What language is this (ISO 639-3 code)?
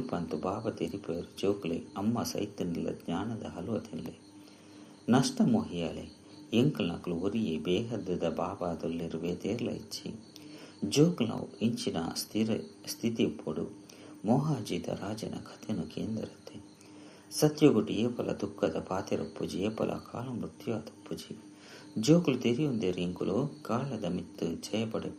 tcy